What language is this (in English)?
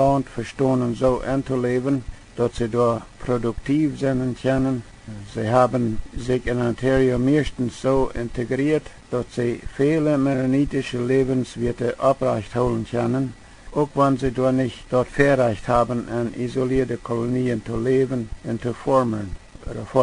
Plautdietsch